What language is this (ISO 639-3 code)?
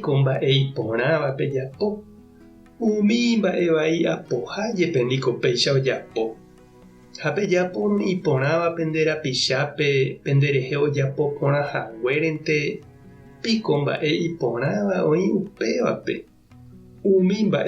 grn